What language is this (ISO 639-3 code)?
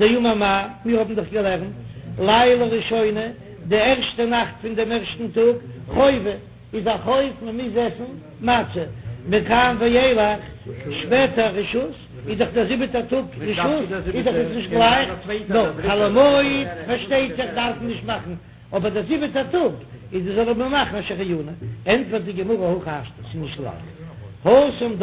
yid